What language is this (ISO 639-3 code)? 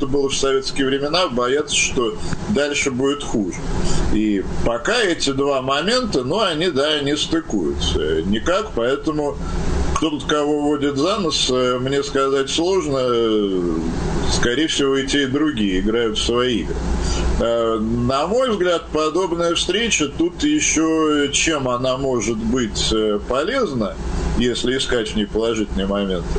rus